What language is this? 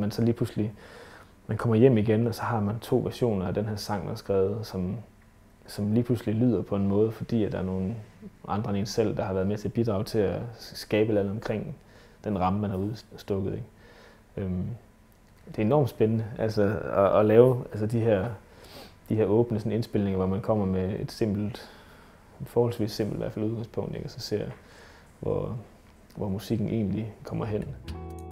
Danish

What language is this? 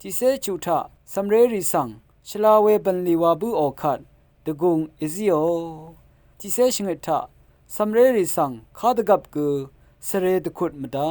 Rawang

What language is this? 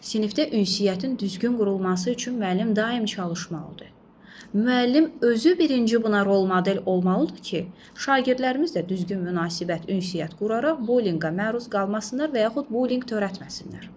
Azerbaijani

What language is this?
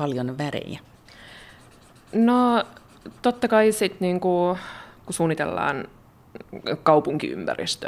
Finnish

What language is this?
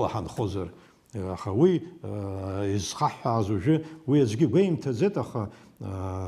Abkhazian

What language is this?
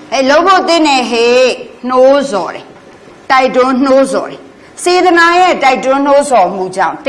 Burmese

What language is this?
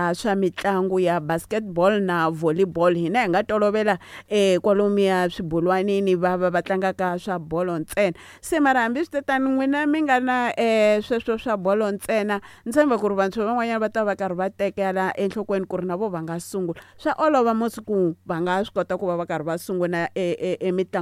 Tsonga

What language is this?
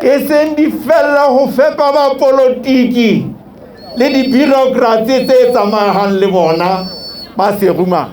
Southern Sotho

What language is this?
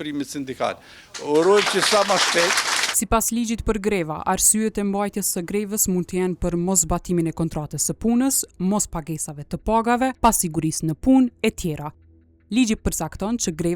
Albanian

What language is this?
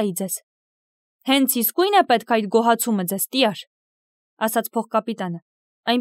Armenian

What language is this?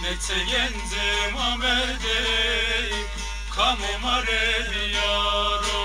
Zaza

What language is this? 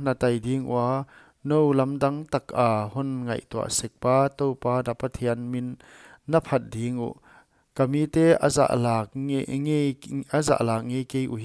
Paite Chin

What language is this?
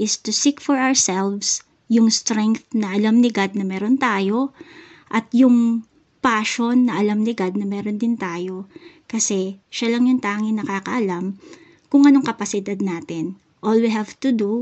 Filipino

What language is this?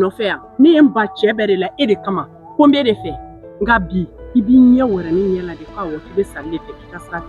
Bambara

